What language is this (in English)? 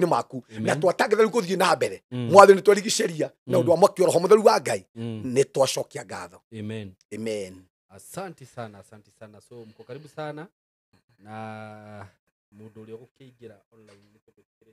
Kikuyu